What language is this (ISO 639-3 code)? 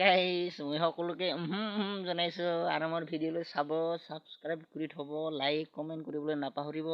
asm